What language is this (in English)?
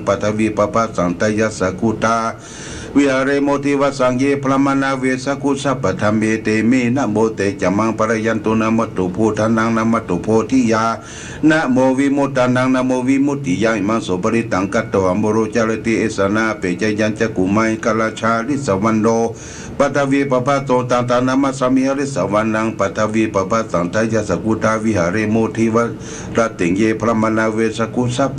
Pali